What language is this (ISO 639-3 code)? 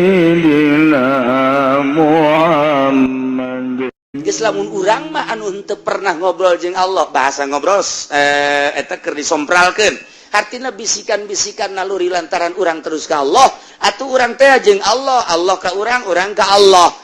sun